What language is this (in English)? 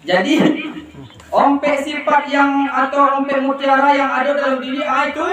Minangkabau